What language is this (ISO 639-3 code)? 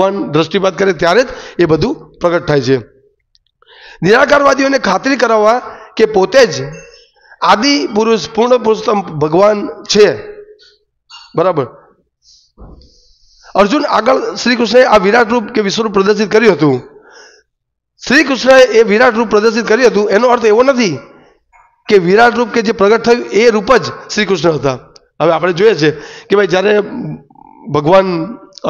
guj